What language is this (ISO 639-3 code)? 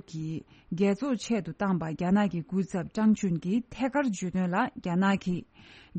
bod